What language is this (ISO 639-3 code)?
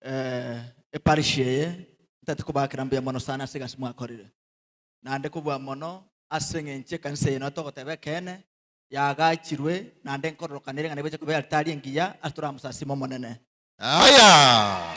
guz